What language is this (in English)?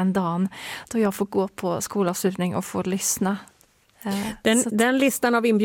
Swedish